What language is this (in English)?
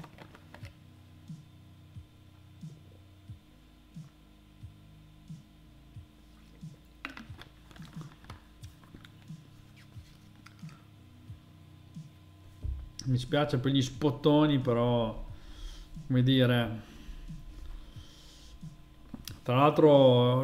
Italian